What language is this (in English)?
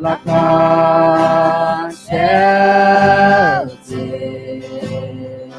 Akha